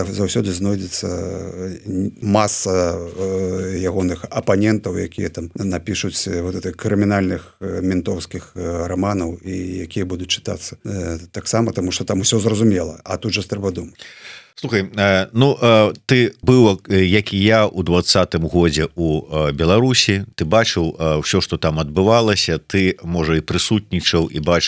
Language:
Belarusian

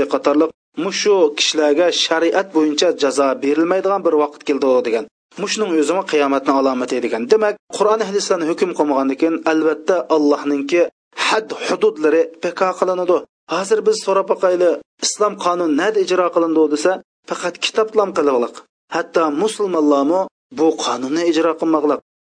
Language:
Uyghur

